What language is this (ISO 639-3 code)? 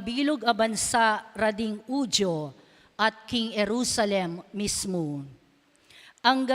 pam